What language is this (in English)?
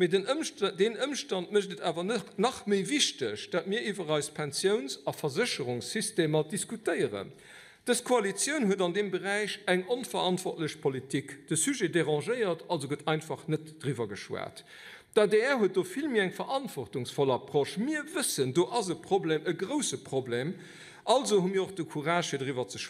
Luxembourgish